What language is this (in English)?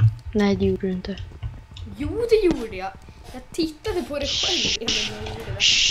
Swedish